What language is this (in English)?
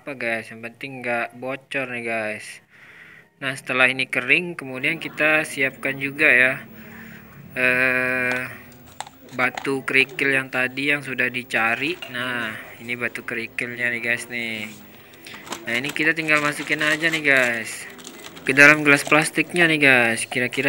Indonesian